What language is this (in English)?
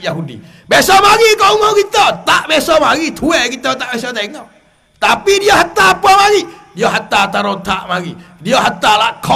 Malay